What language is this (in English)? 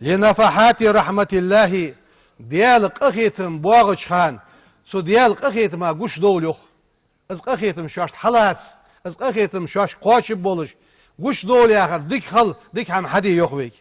Ingush